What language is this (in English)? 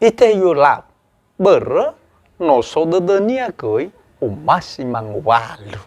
Nias